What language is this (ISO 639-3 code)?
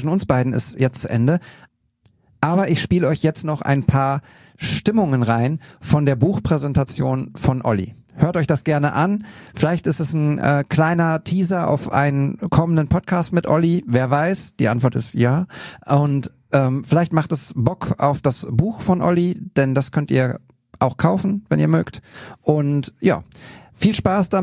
deu